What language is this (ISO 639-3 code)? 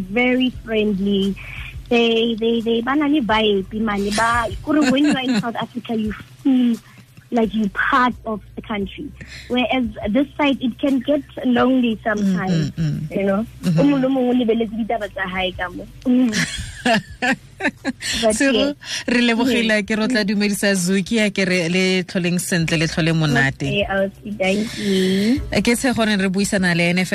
tsn